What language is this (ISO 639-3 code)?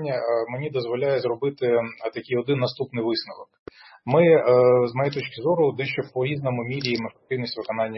ukr